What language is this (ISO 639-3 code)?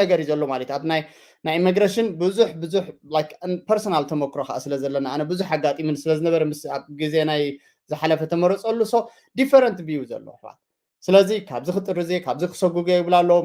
tir